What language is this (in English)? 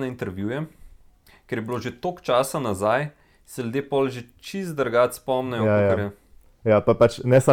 Slovenian